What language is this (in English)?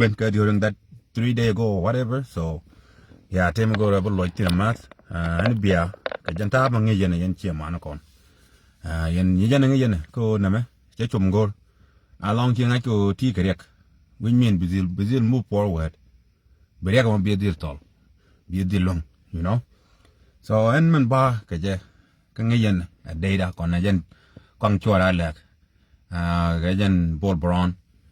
Nuer